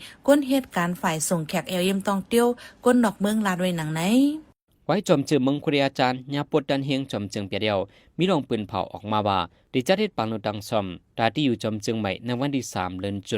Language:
Shan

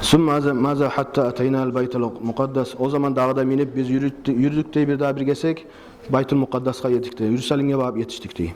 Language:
Kumyk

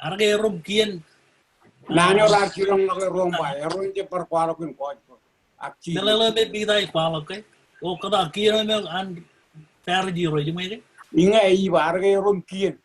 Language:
Marshallese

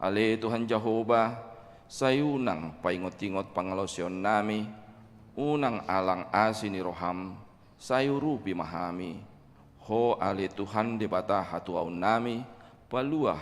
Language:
Batak Toba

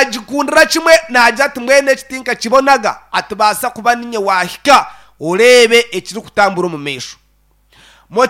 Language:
Nyankole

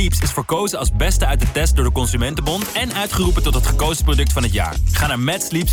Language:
Dutch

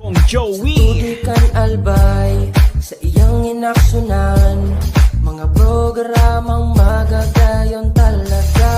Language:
Bikol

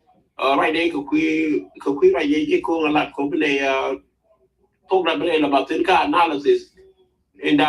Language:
Nuer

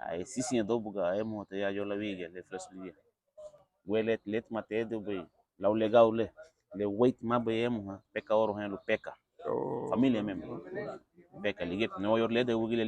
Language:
Garifuna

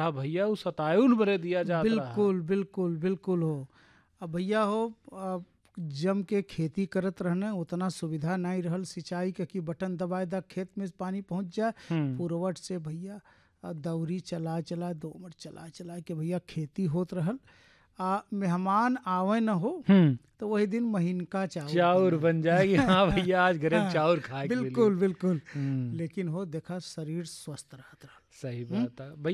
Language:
Bhojpuri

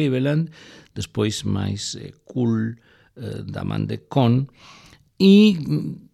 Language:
Galician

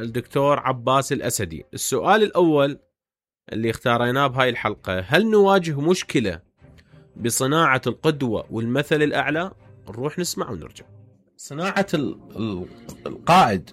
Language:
Mesopotamian Arabic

